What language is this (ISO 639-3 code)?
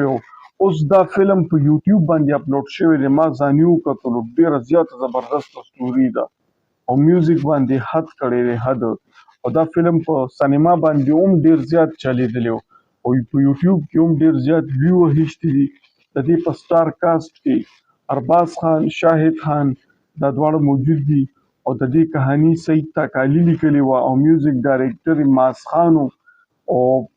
pus